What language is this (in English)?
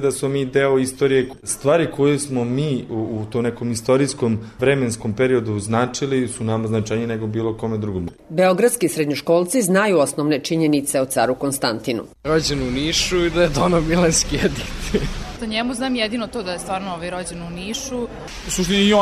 Serbian